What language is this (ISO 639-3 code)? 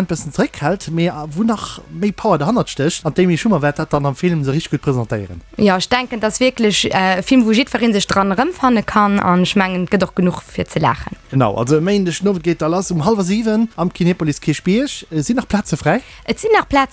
ltz